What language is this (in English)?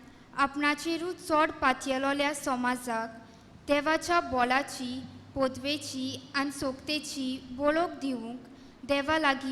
Konkani